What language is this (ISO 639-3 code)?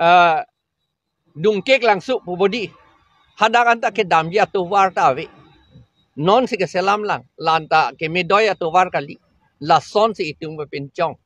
mjw